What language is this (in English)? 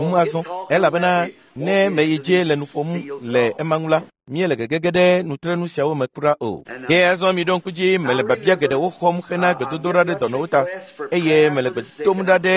Ewe